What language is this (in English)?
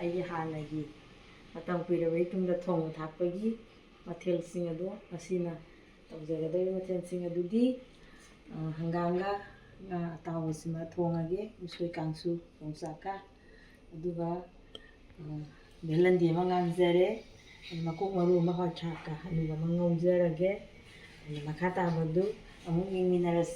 Manipuri